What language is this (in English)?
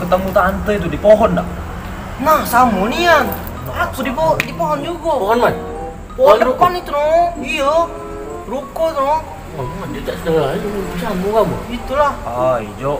Musi